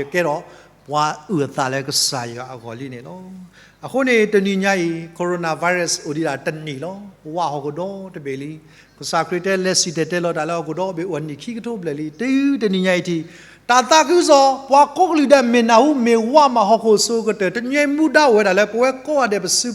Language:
S'gaw Karen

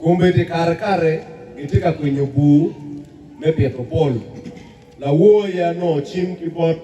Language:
Acoli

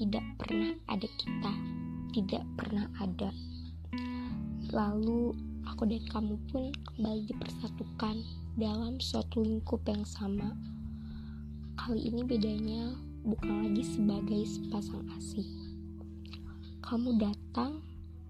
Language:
Indonesian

